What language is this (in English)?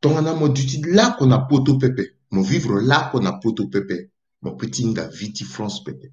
Sango